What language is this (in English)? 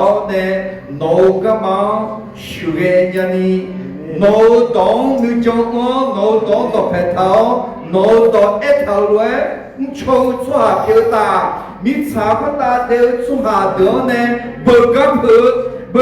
Akha